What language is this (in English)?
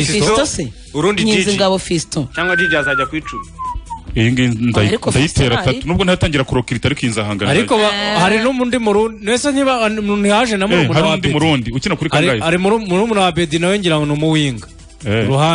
Kinyarwanda